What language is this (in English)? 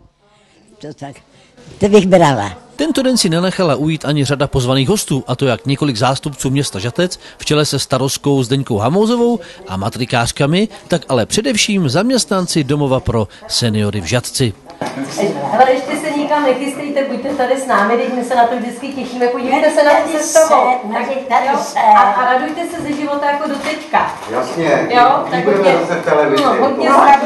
Czech